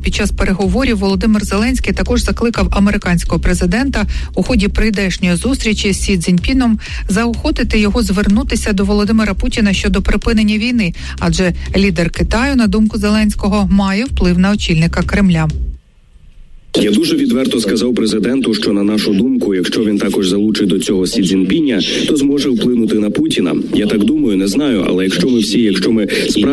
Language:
Ukrainian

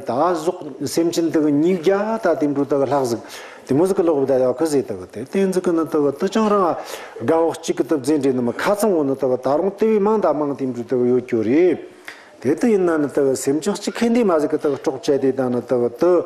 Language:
Tibetan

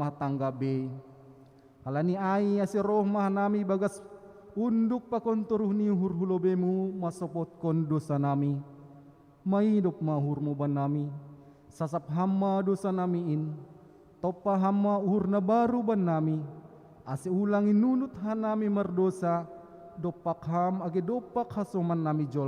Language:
Batak Simalungun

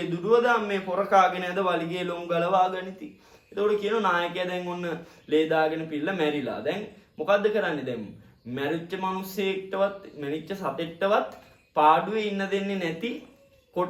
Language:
Sinhala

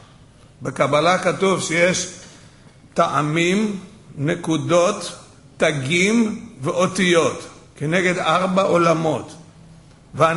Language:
Hebrew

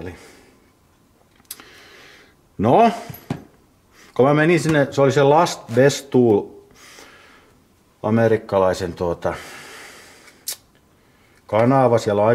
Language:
Finnish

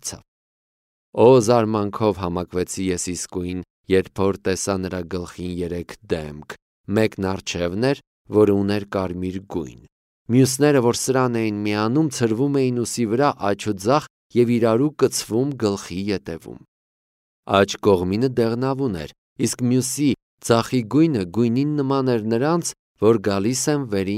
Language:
Armenian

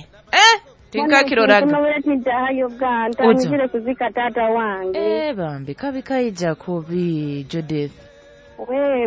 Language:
Nyoro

